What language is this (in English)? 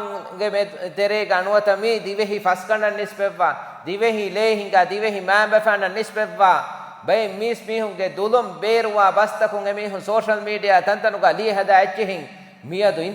Divehi